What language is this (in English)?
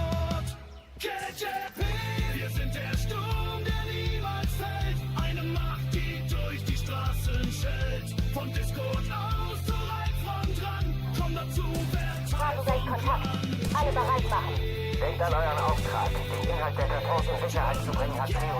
Bavarian